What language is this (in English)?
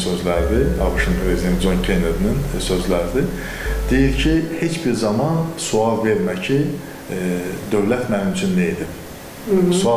Azerbaijani